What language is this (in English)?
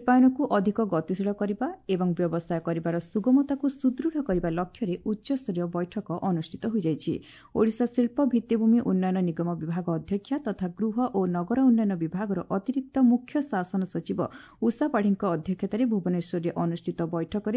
Odia